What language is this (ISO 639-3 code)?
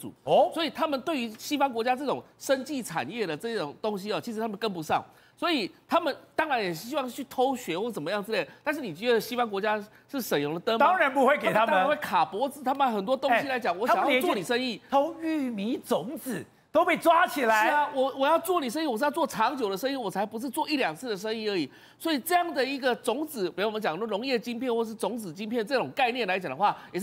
zho